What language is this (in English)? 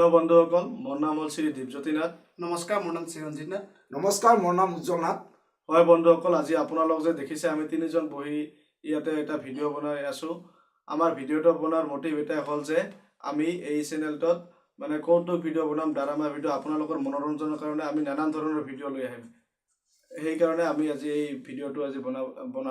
Assamese